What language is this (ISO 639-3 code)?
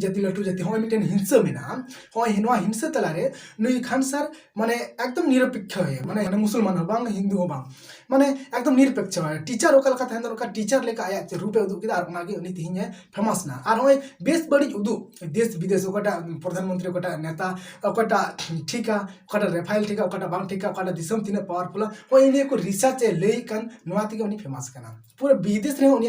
sat